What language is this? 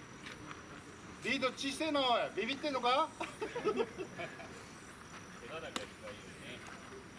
Japanese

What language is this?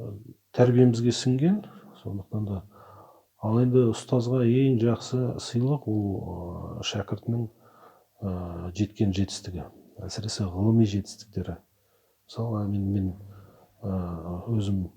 Kazakh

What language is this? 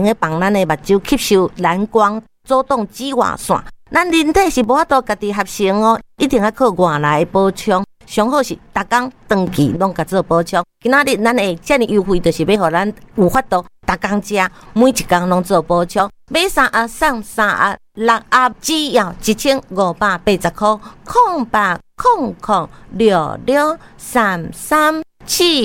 Min Nan Chinese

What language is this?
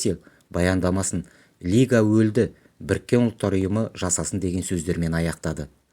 Kazakh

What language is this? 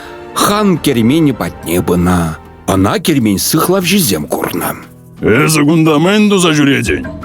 Chuvash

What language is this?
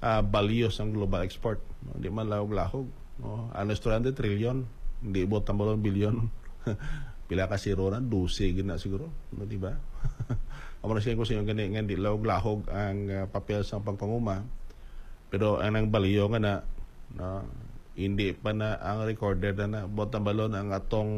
Hiligaynon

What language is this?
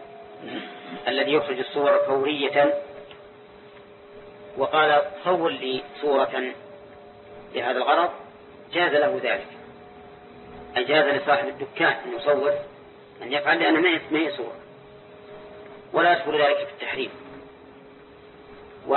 Arabic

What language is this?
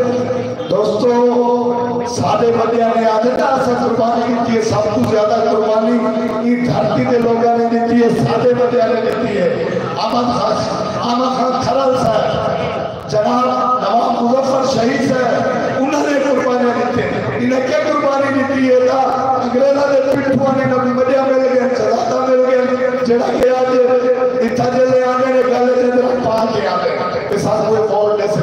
Saraiki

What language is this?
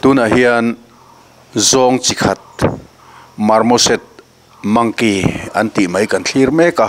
Mizo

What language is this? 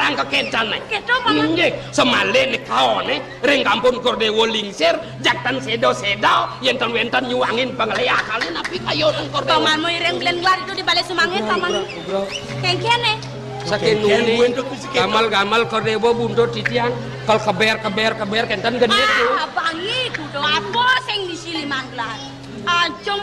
Balinese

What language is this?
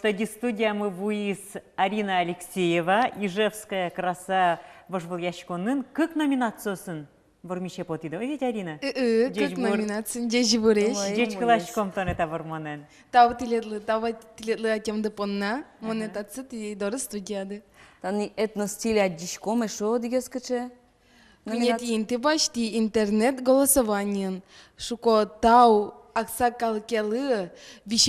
Udmurt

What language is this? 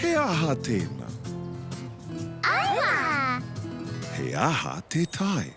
Māori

